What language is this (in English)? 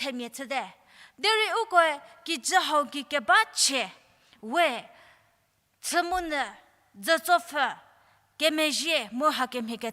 Angami Naga